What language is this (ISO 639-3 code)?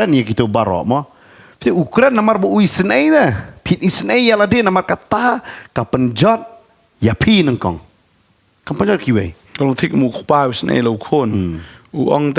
kha